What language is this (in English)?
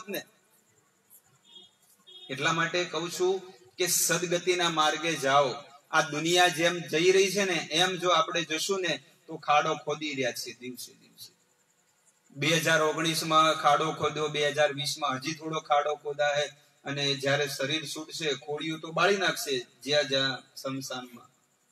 Gujarati